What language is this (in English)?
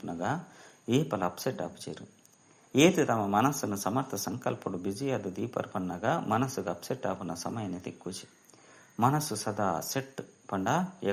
Tulu